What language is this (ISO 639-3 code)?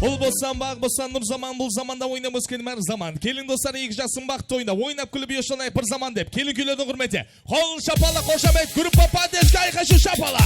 kaa